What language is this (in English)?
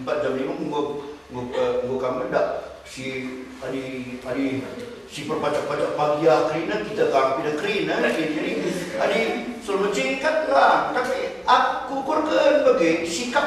Batak Karo